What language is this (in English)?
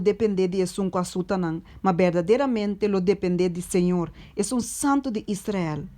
Papiamento